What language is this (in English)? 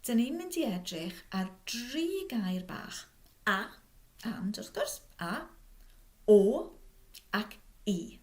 Welsh